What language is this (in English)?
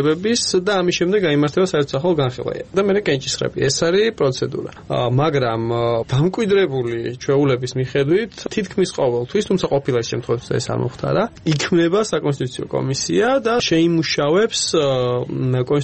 Georgian